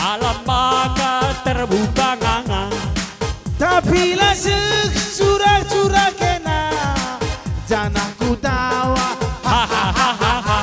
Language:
Batak Karo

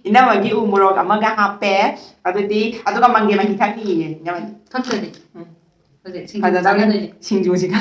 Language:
Manipuri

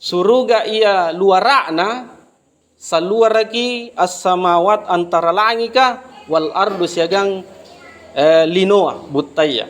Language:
Makasar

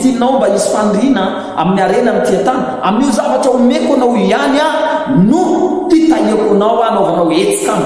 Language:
Malagasy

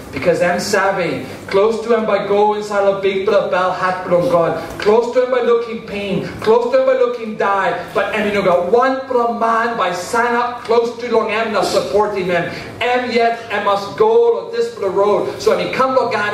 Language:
Tok Pisin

